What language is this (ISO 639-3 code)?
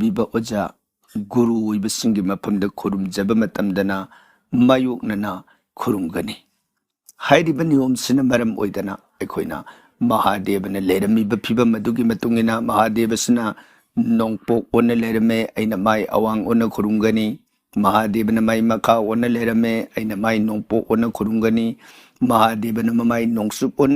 mni